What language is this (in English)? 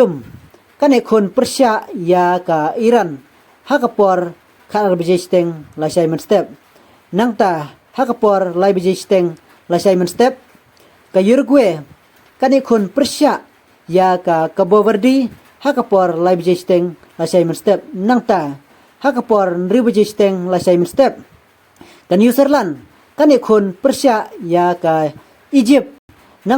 Khasi